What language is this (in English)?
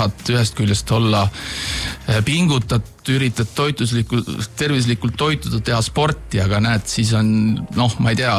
Estonian